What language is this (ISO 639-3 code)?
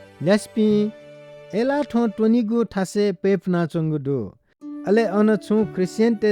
new